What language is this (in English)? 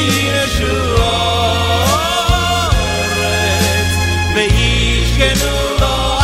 Hebrew